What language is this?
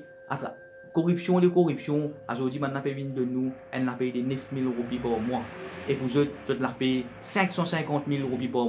Morisyen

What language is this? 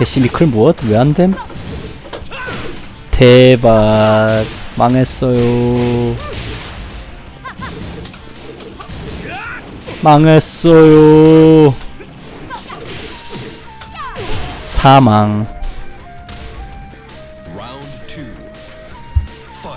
Korean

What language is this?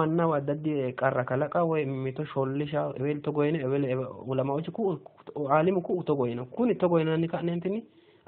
Sidamo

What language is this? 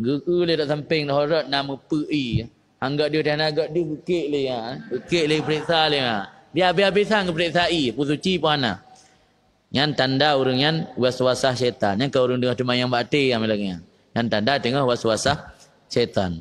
Achinese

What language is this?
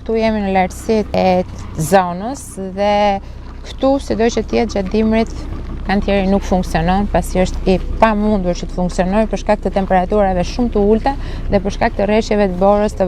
Albanian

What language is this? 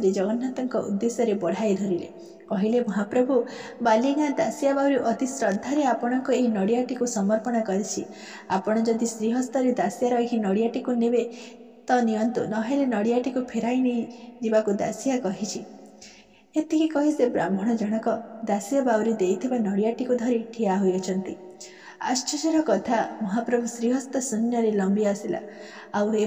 Odia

